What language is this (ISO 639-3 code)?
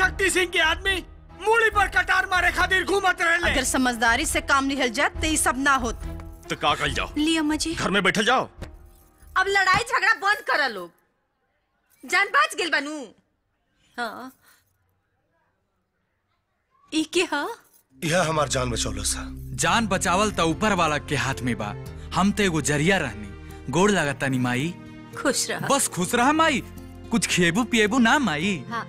bho